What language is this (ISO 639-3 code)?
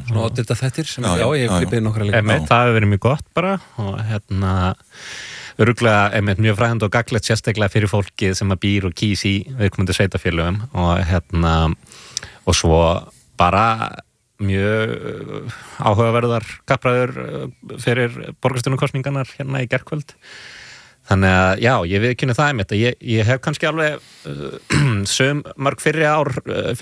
isl